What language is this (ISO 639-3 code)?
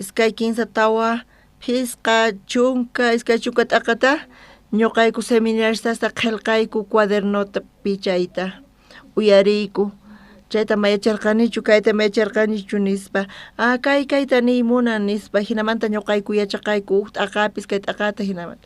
quh